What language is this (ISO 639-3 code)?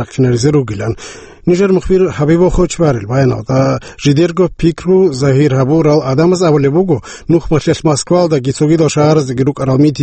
ava